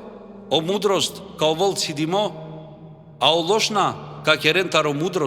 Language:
Balkan Romani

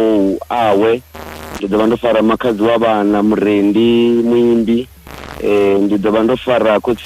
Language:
Venda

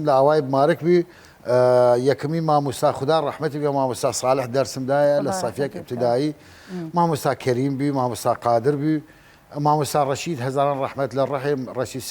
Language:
Southern Kurdish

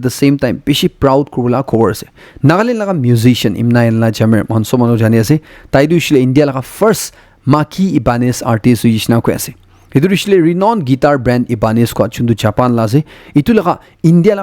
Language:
Naga Pidgin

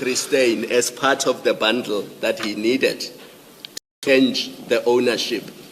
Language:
Venda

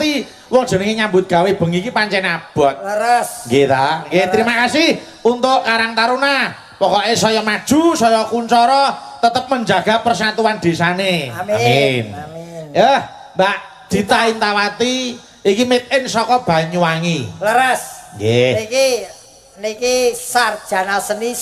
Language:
Javanese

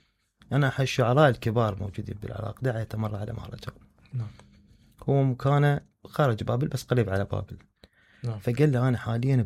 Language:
Mesopotamian Arabic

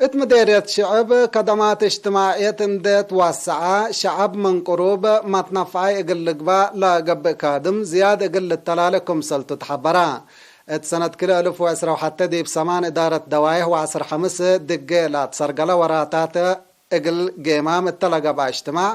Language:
Tigre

